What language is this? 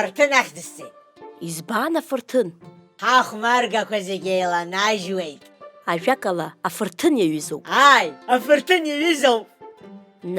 Abkhazian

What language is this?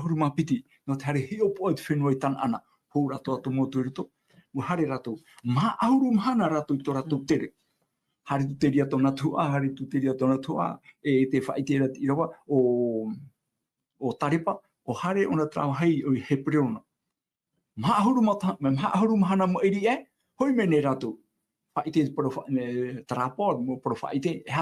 Tahitian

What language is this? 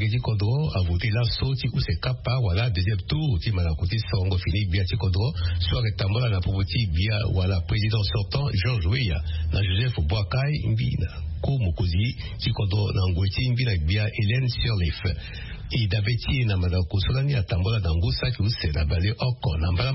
Sango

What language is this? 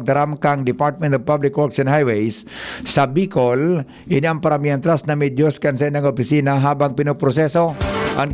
Bikol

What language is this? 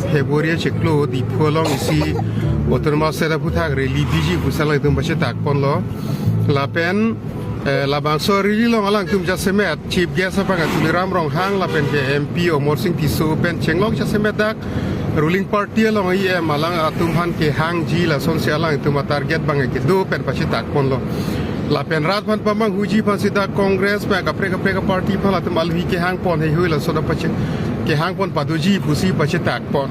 Karbi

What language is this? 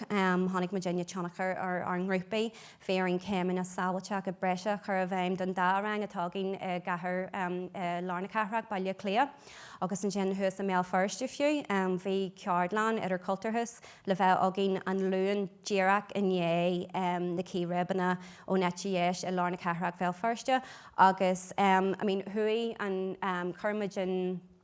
Irish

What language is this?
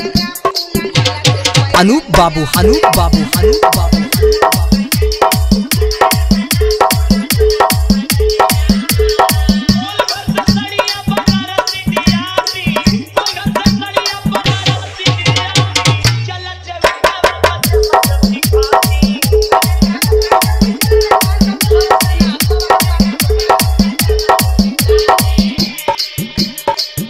Bhojpuri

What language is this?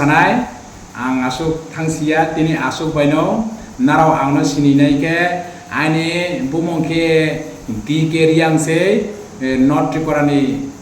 Riang (India)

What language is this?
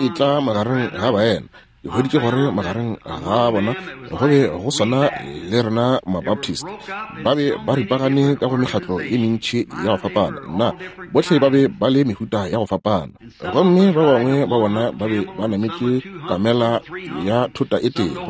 Northern Sotho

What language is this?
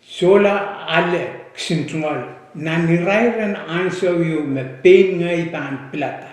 Pohnpeian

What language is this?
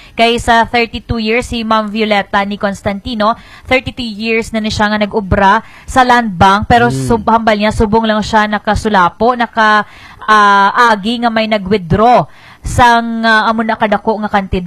Hiligaynon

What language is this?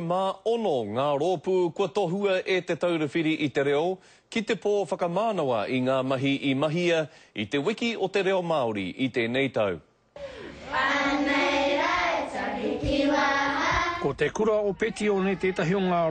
Māori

